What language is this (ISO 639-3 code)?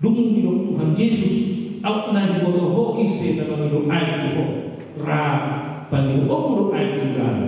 bbc